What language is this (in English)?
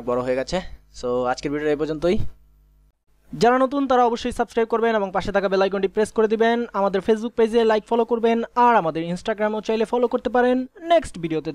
Bangla